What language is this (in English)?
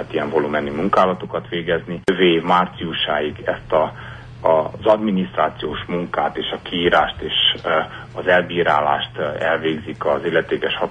Hungarian